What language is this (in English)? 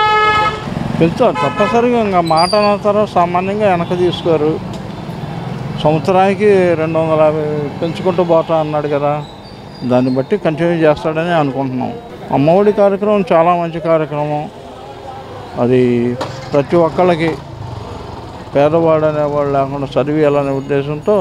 Telugu